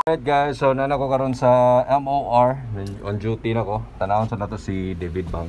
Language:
Cebuano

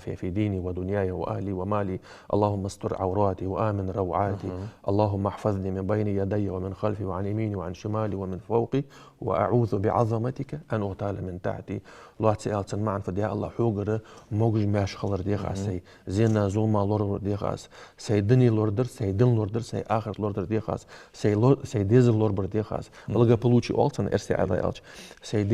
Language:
Ingush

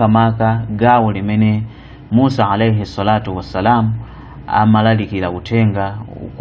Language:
Nyanja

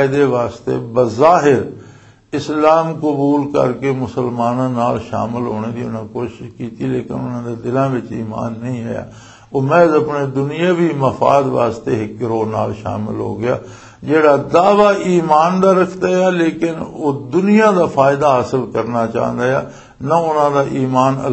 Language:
Western Panjabi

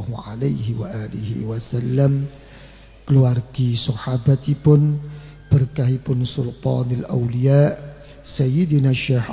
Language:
Javanese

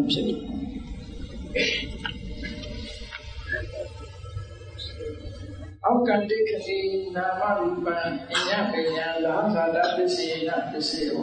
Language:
Burmese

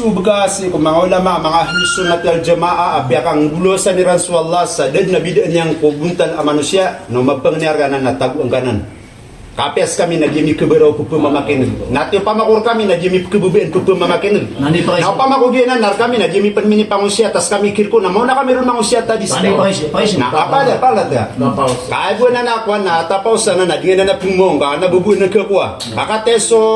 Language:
Maranao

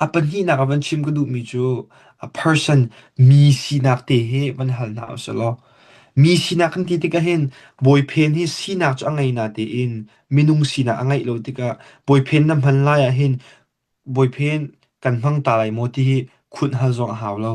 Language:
Hakha Chin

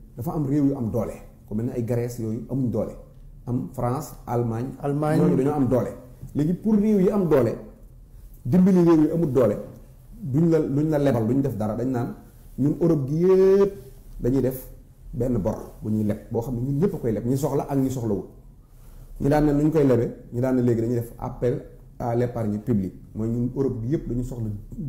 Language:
Wolof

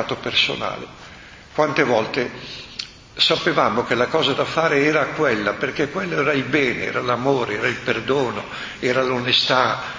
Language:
Italian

